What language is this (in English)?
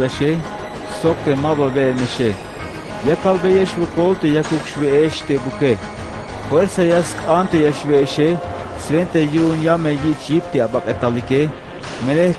Tzeltal